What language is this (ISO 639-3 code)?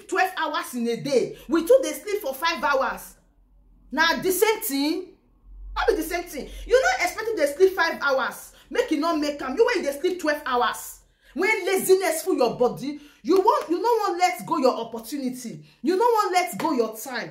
pcm